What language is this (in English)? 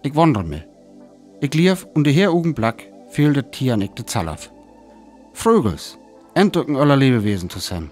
Northern Frisian